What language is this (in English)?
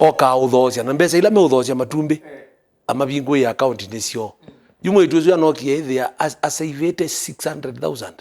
Kamba